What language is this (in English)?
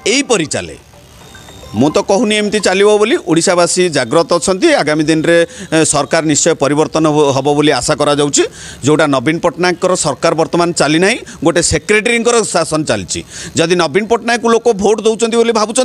Odia